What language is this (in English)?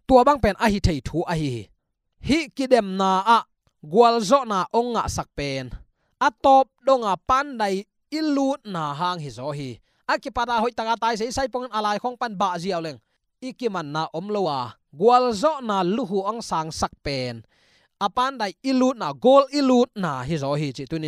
Tedim Chin